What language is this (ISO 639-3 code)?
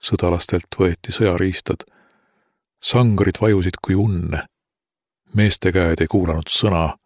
est